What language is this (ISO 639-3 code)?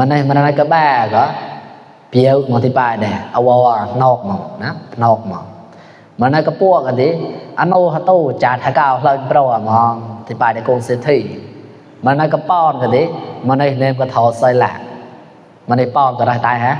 mnw